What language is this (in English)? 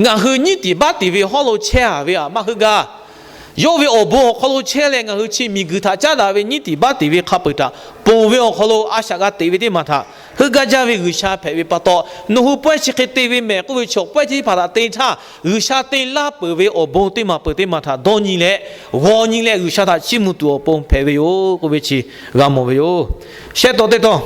Lahu